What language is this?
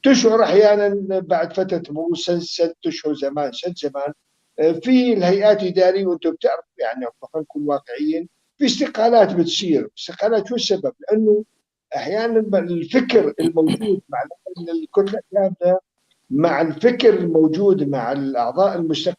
North Levantine Arabic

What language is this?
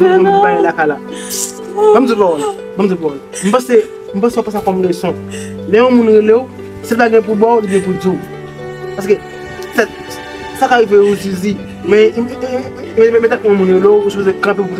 Haitian Creole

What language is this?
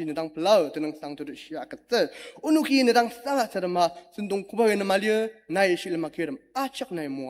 Ao Naga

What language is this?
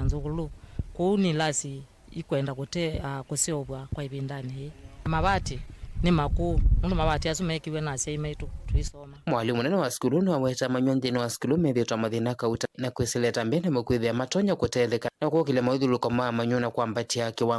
Kamba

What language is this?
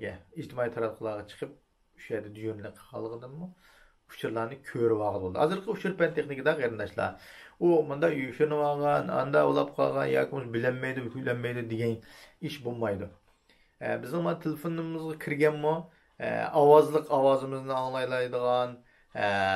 Uyghur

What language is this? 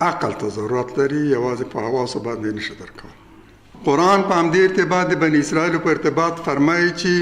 Pashto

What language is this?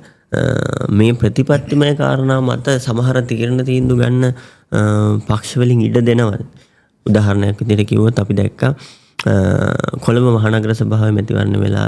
Sinhala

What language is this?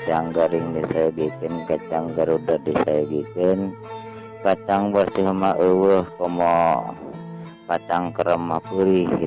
Sundanese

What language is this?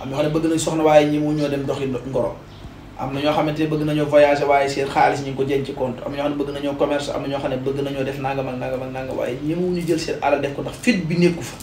Wolof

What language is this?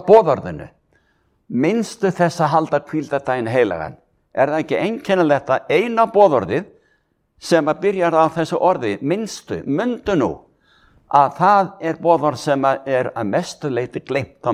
Icelandic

